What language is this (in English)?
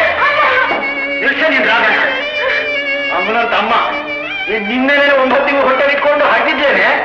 Kannada